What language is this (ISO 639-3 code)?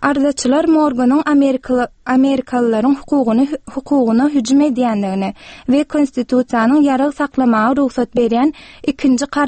tuk